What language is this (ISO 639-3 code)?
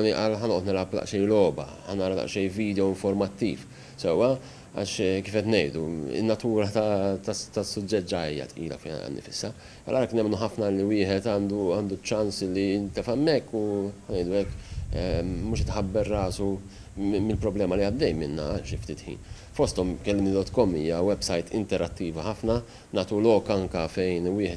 mlt